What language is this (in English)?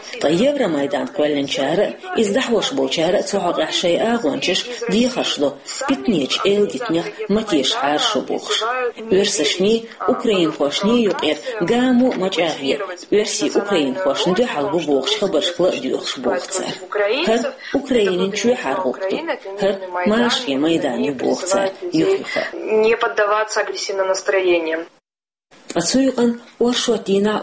Chechen